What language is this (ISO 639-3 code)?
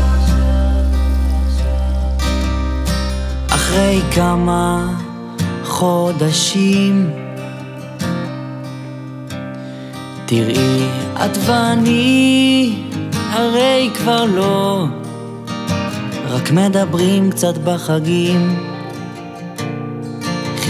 heb